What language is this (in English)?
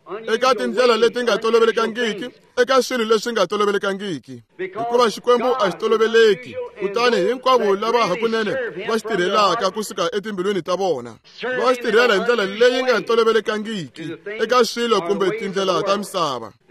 Tsonga